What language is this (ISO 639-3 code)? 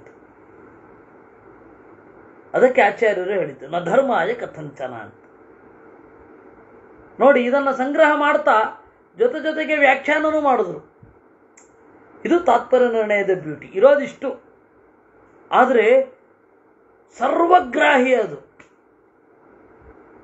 kan